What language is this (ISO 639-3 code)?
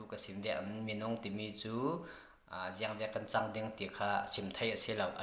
cfm